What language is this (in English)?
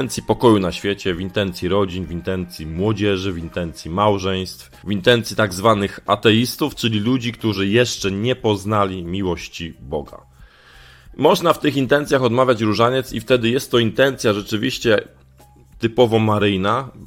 Polish